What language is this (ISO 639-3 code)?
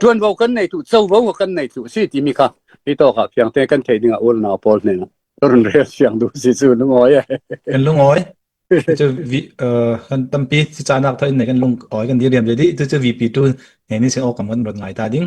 cfm